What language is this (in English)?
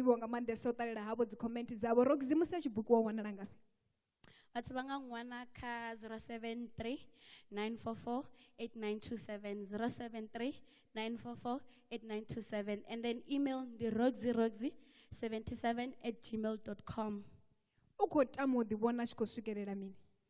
Venda